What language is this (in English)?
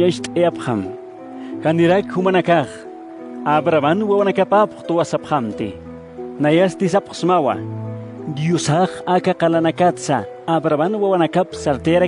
Aymara